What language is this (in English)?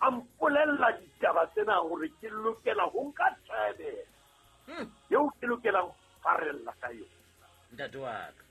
Southern Sotho